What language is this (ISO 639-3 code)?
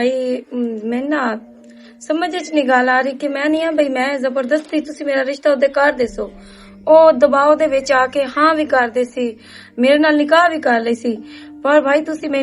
lah